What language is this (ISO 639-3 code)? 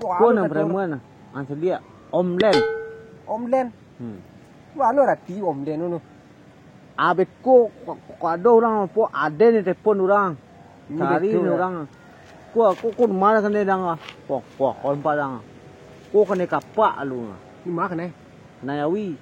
min